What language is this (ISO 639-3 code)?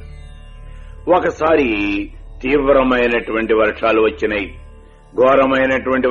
tel